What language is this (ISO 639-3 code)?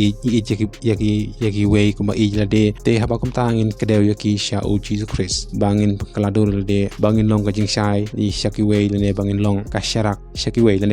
kha